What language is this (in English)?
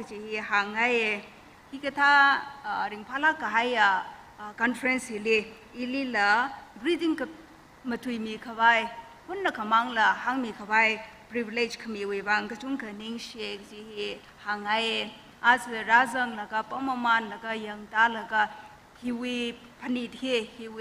Tangkhul Naga (India)